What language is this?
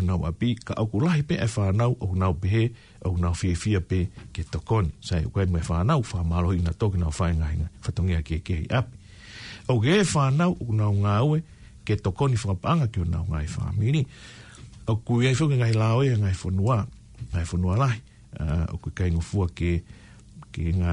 Tongan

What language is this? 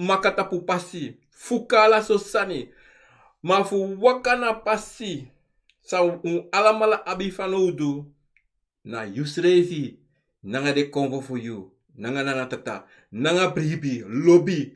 Sranan Tongo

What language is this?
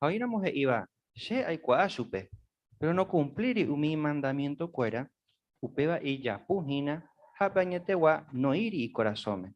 Guarani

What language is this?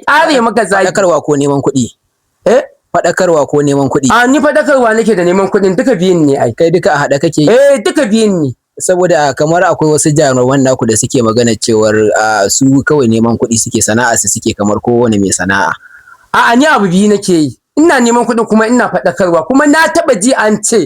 Hausa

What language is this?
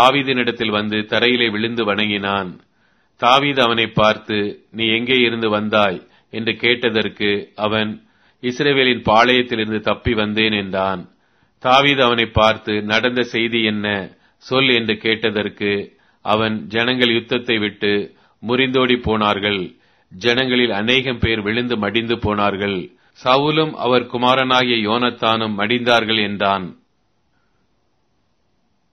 Tamil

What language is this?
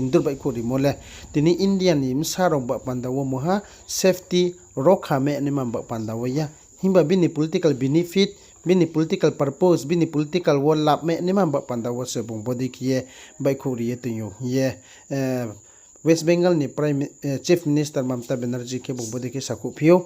Riang (India)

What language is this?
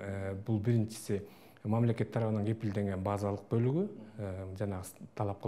Kyrgyz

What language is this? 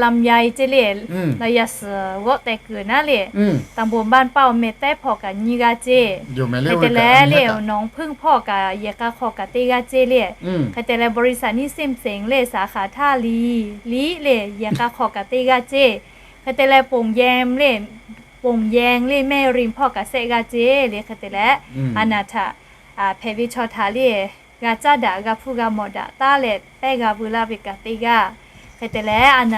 Lahu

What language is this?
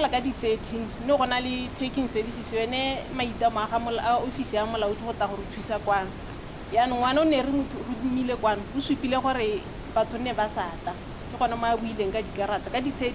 Tswana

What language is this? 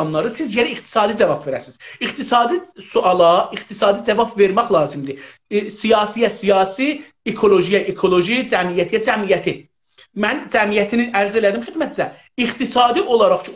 South Azerbaijani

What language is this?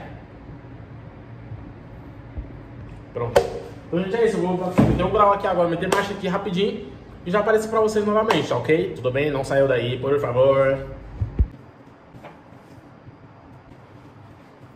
Portuguese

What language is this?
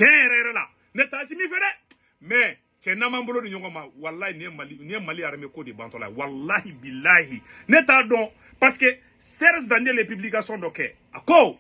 Bambara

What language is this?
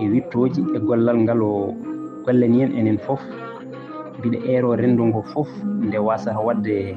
Fula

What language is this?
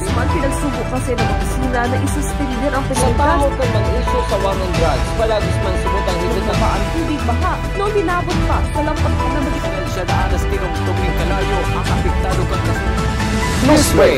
Bikol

